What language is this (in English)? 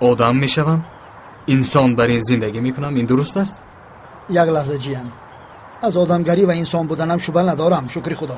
Tajik